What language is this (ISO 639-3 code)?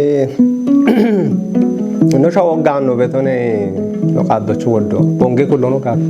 kbr